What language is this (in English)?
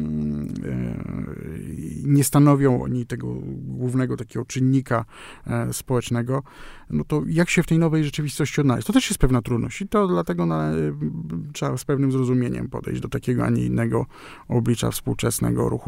Polish